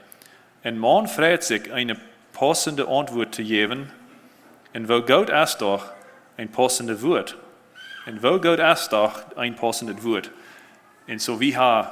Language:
Plautdietsch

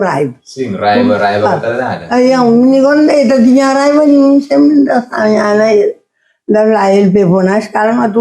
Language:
Kabuverdianu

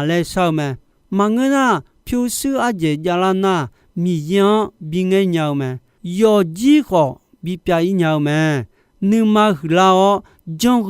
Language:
Akha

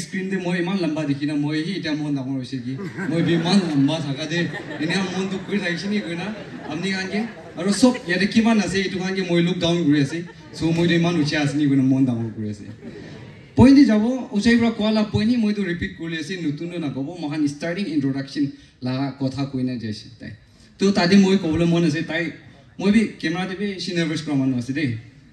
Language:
Naga Pidgin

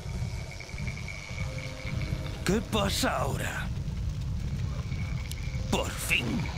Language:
Spanish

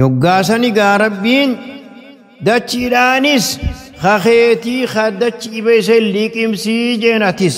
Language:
Oromo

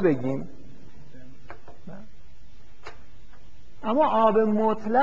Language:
Persian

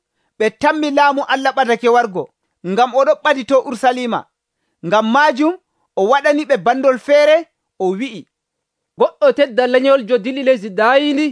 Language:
Nigerian Fulfulde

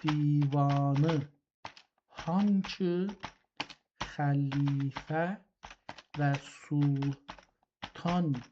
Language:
South Azerbaijani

